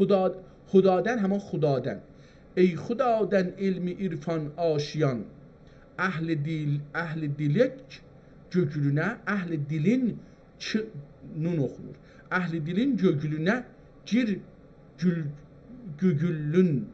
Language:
South Azerbaijani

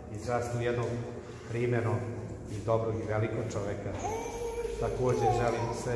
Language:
Serbian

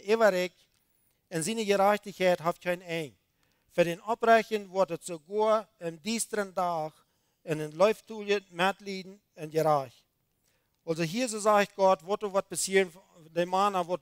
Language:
Plautdietsch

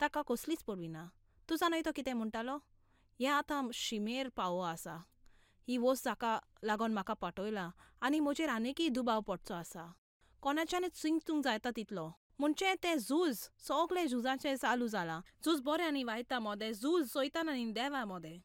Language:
Konkani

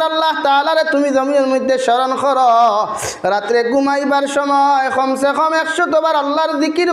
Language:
Sylheti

